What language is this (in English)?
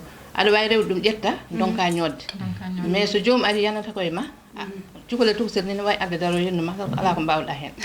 Fula